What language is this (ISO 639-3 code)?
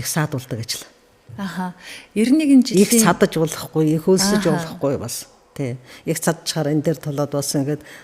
mon